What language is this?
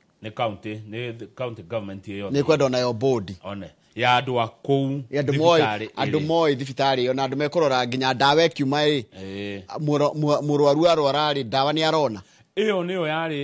Kikuyu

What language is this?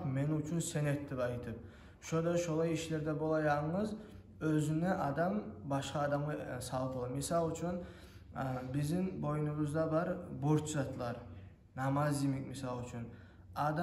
Kumyk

